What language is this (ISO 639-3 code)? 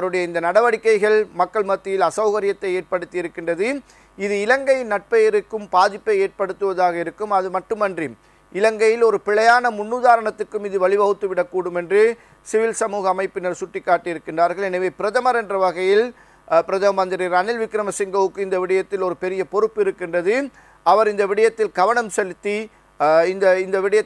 tam